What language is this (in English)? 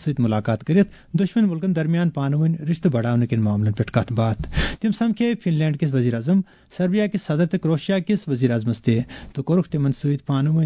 Kashmiri